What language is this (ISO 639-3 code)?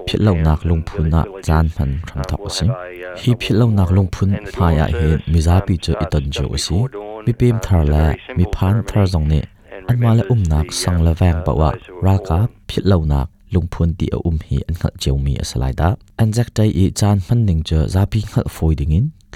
cnh